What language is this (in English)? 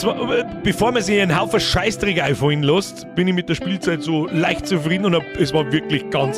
Bavarian